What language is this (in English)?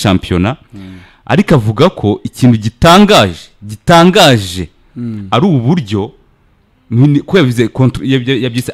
Kinyarwanda